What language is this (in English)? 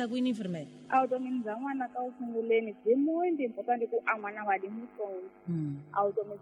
Tsonga